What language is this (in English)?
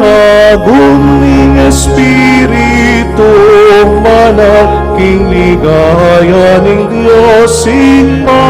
Pampanga